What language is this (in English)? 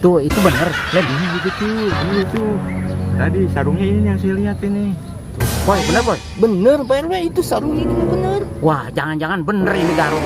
Betawi